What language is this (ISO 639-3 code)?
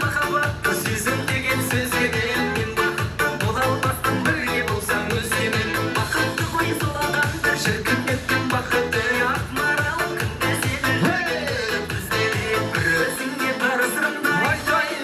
kaa